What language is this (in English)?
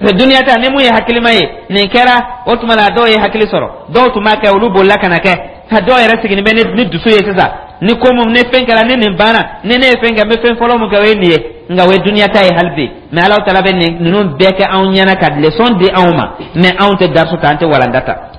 Dyula